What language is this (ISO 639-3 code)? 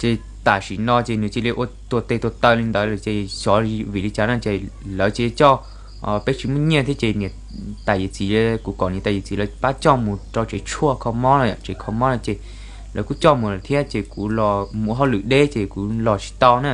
hmn